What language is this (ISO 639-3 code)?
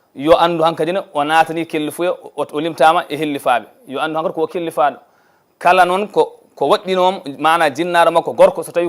ful